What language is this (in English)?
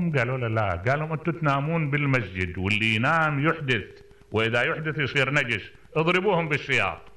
Mesopotamian Arabic